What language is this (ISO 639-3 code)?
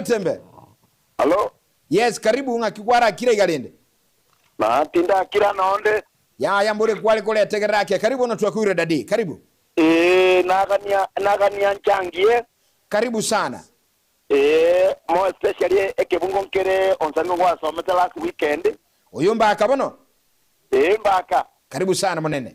guz